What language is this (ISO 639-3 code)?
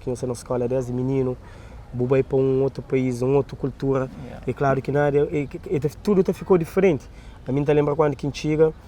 kea